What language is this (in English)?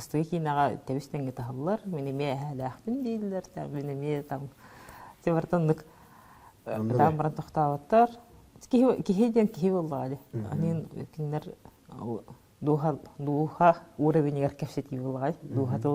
Yakut